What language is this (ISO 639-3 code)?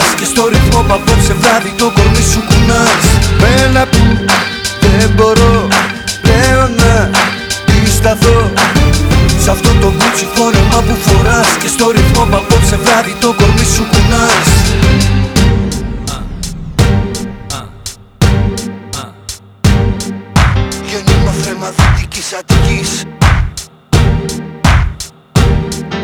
ell